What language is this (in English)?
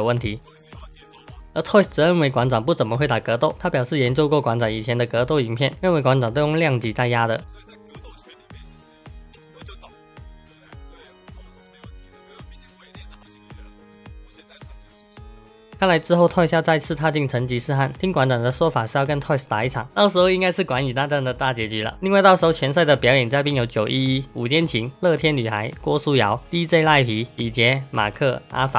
Chinese